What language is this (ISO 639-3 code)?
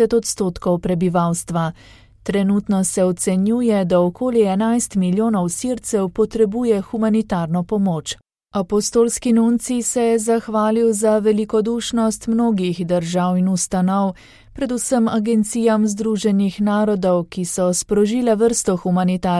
slv